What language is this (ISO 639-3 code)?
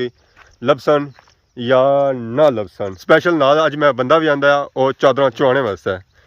phr